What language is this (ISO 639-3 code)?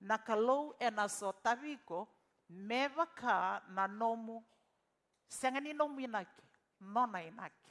fij